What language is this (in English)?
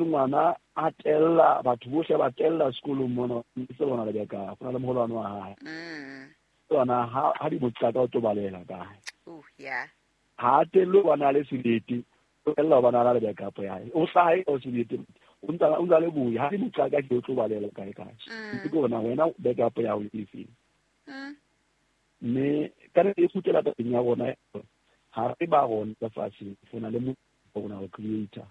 Southern Sotho